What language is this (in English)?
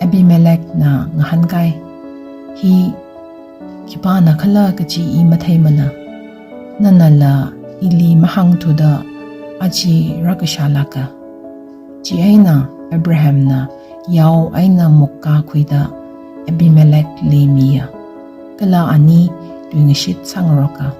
Tangkhul Naga (India)